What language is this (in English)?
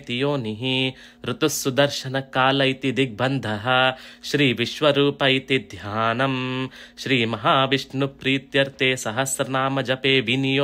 Sanskrit